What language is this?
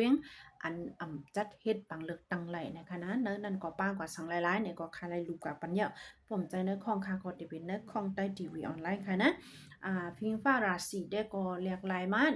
Shan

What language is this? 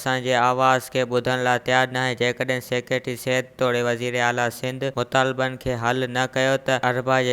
Sindhi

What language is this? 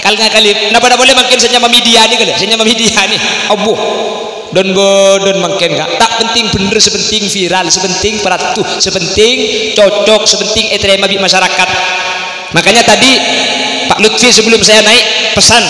Madurese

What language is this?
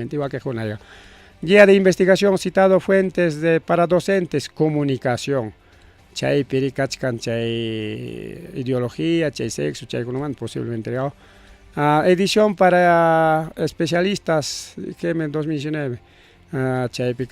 Ayacucho Quechua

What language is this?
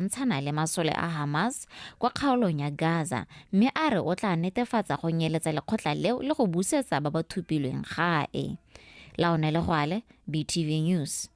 Tswana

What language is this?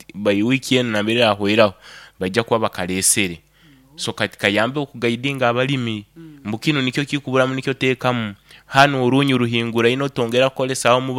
Nyoro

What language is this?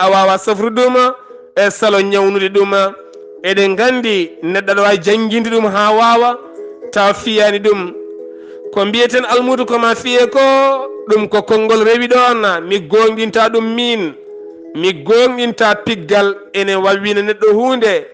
Fula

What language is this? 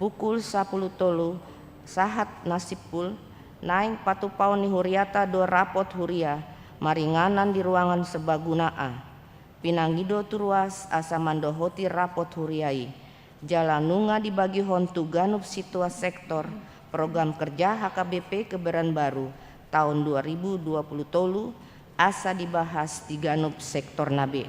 Batak Toba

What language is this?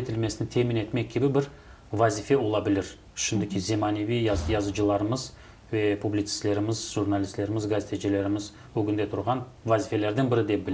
Crimean Tatar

